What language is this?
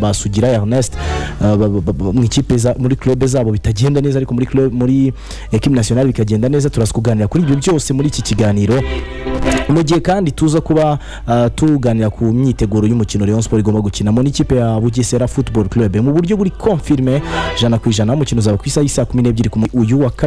Kinyarwanda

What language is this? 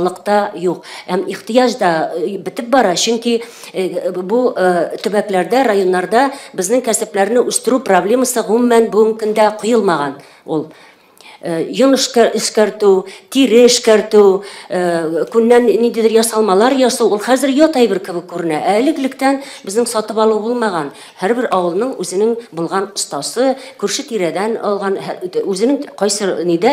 Tatar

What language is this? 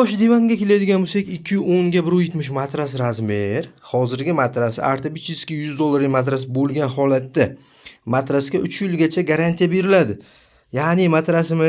Uzbek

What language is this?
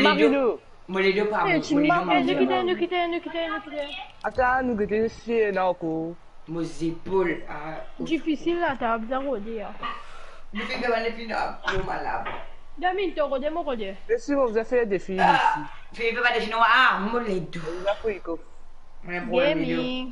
Morisyen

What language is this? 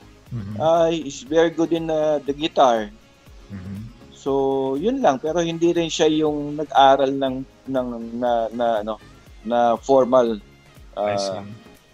Filipino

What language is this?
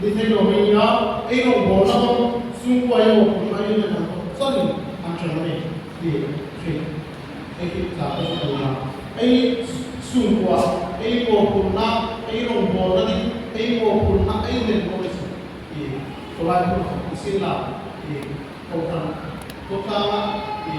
Hmar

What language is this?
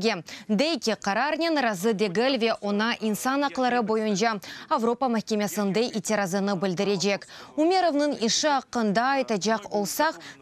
Crimean Tatar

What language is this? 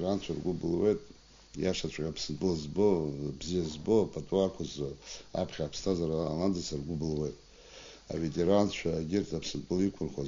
Abkhazian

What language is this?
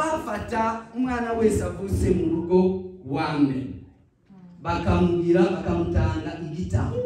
Rundi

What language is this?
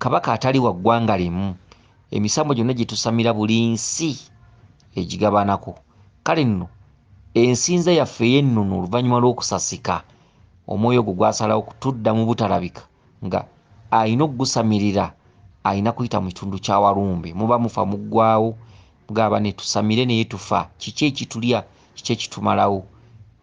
Ganda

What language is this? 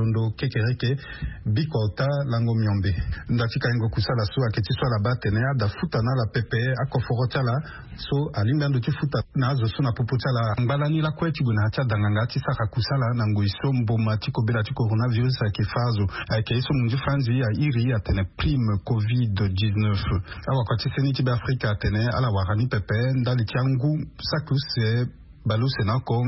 Sango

